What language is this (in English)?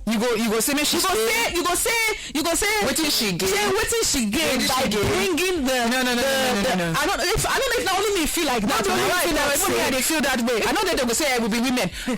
Nigerian Pidgin